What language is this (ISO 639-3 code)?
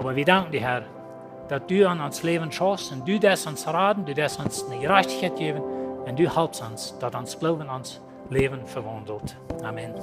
pdt